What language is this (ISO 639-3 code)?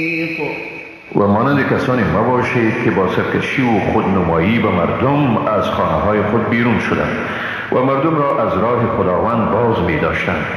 fas